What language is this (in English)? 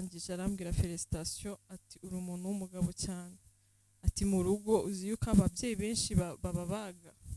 Kinyarwanda